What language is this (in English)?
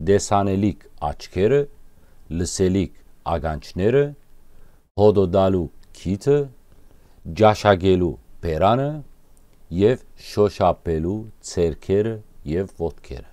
Western Armenian